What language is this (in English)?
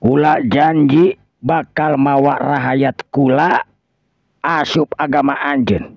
Sundanese